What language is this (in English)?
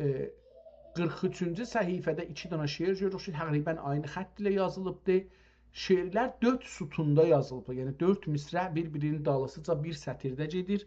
South Azerbaijani